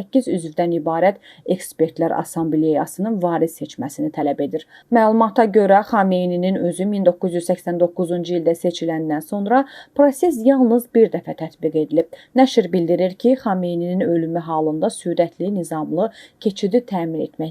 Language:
Azerbaijani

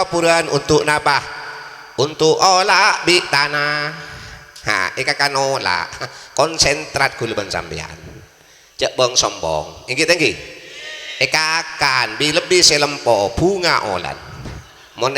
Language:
Madurese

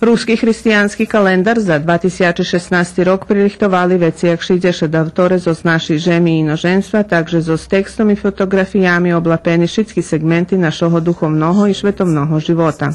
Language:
Rusyn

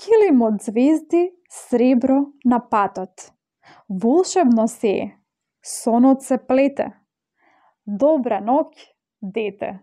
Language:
Macedonian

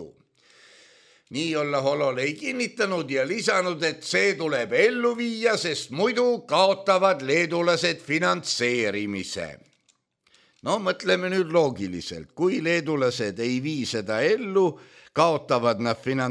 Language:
Estonian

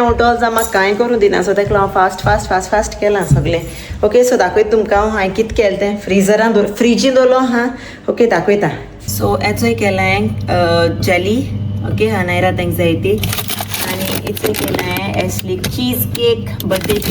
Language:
Konkani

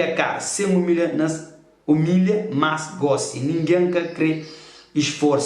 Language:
Kabuverdianu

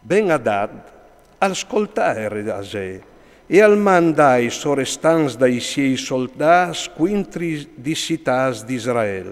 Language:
Friulian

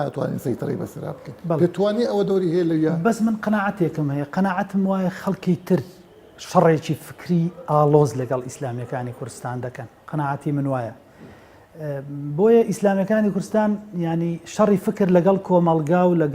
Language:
Central Kurdish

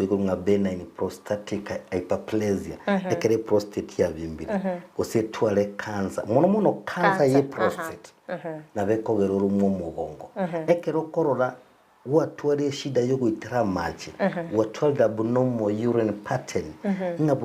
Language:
Gusii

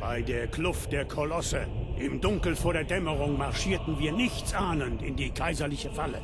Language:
Bavarian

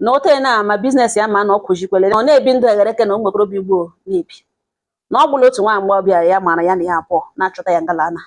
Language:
Igbo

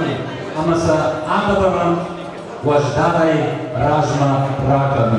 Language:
Ossetic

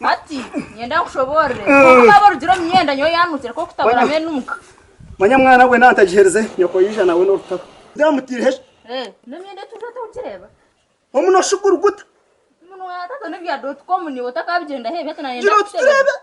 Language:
Nyankole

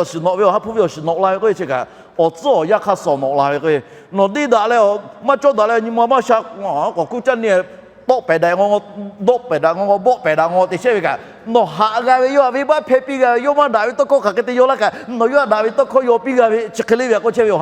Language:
Lahu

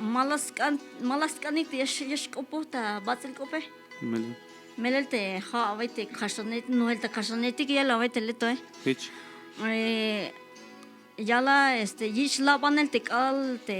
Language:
Tzeltal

